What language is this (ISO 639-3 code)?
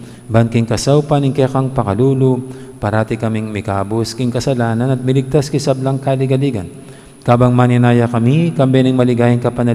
pam